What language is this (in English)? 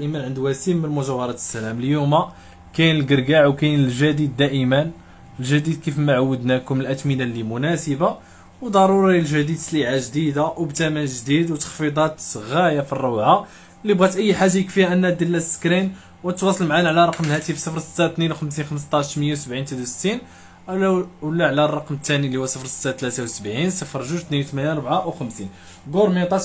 Moroccan Arabic